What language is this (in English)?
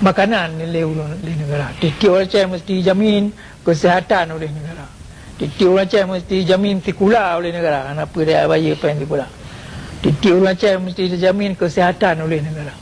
Achinese